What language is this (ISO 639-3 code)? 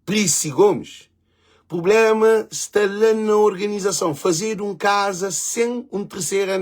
kea